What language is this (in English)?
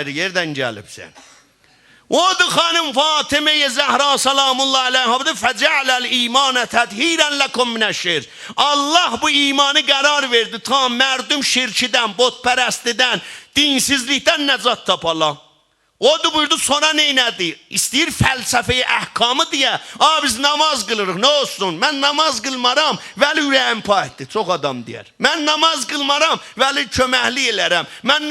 South Azerbaijani